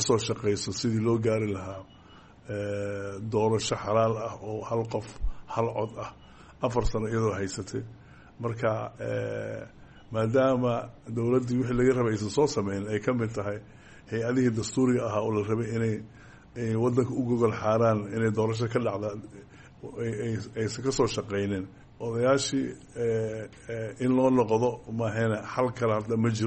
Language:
Somali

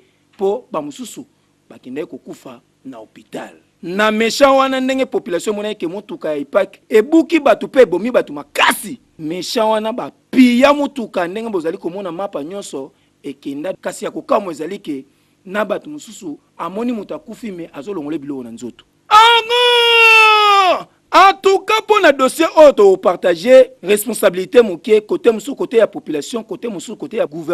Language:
Lingala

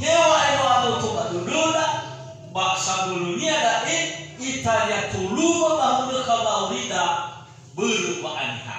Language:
Nias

